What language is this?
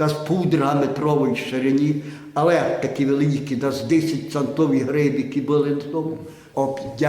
Rusyn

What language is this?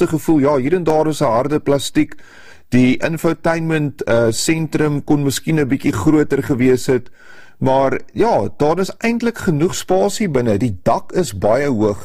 Afrikaans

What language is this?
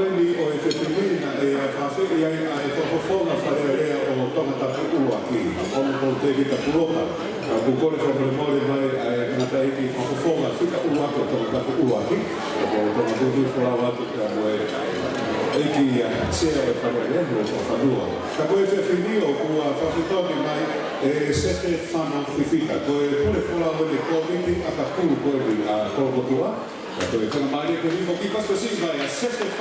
Tongan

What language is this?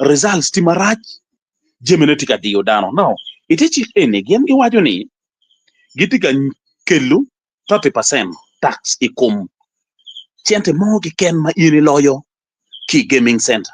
Acoli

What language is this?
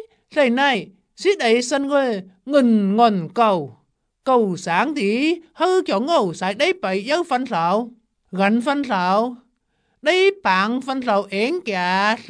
Vietnamese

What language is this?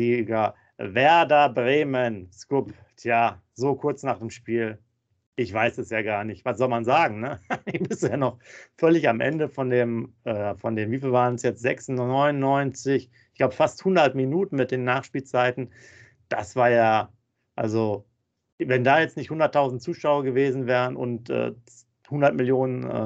German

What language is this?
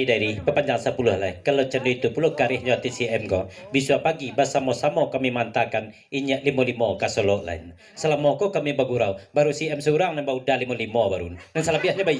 Minangkabau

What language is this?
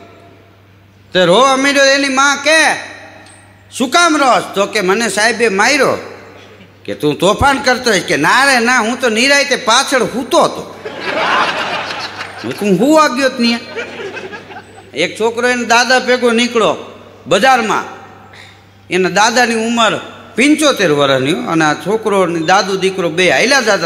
Gujarati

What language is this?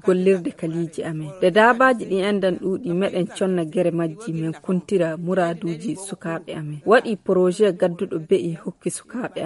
Nigerian Fulfulde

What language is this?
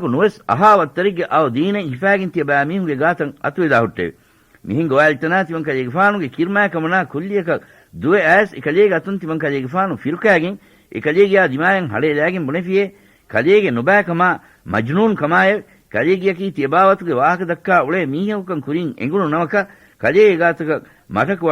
Divehi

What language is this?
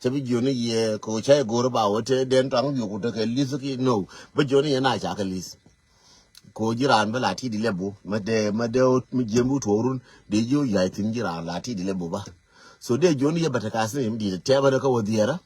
Nuer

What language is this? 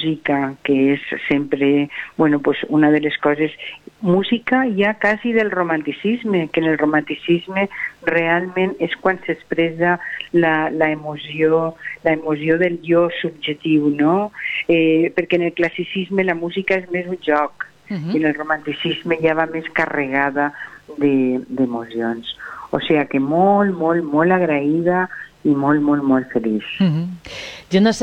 Catalan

